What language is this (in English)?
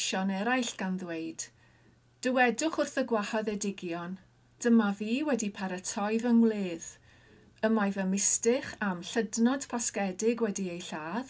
Welsh